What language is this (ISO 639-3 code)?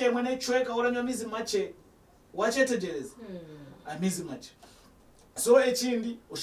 nyn